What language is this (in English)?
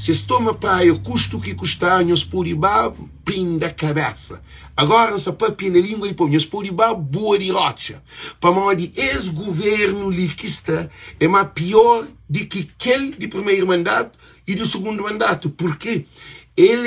Kabuverdianu